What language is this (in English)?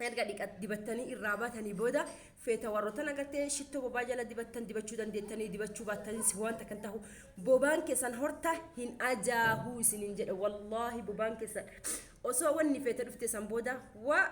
Oromo